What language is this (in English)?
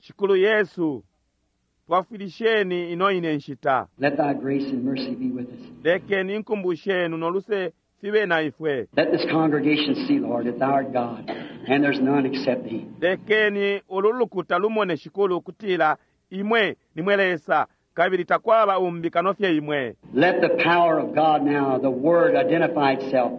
Bemba